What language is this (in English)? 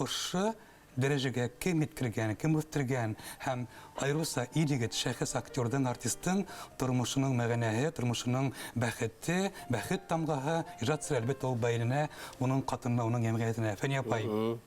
Bashkir